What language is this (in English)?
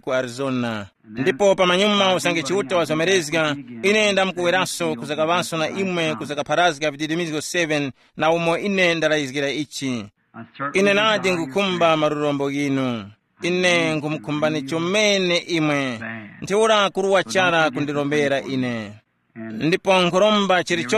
Tumbuka